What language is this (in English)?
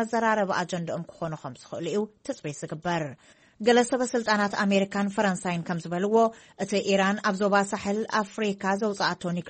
Tigrinya